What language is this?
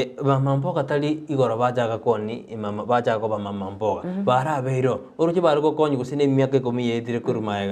Gusii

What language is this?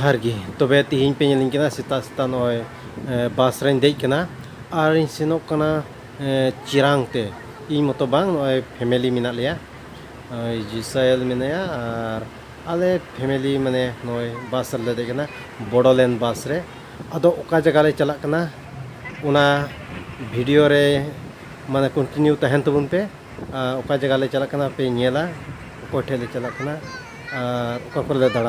Santali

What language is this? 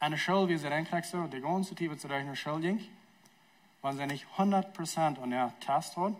Plautdietsch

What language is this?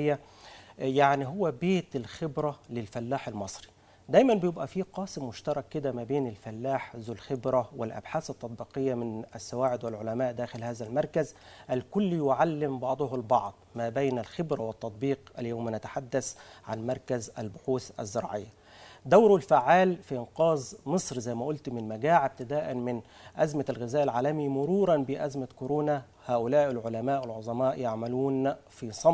Egyptian Arabic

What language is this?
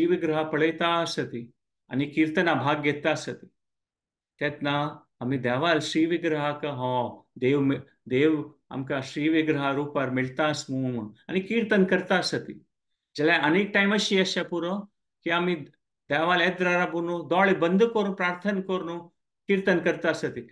Konkani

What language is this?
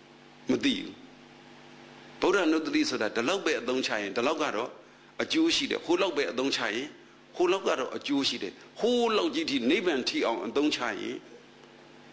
Burmese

